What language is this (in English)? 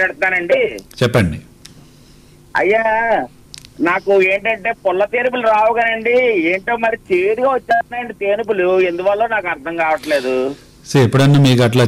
Telugu